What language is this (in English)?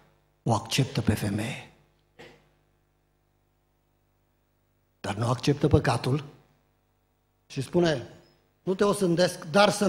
Romanian